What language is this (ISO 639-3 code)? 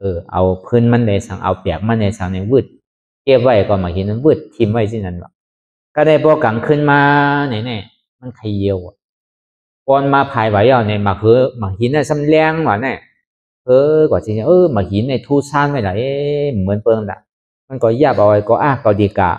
shn